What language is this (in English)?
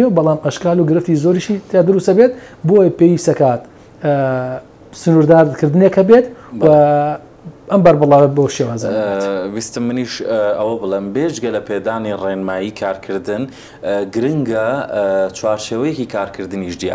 Central Kurdish